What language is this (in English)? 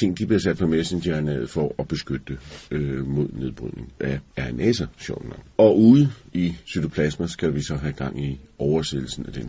Danish